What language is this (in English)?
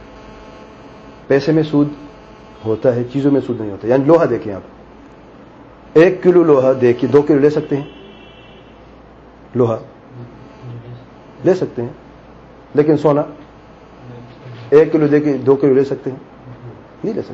Urdu